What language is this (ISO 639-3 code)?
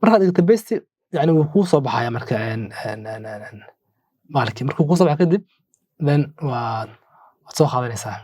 som